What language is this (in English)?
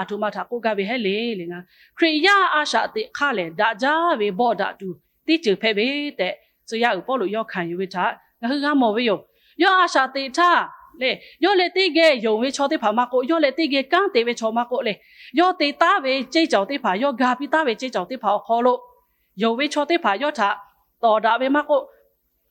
Lahu